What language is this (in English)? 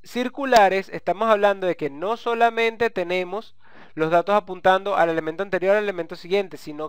Spanish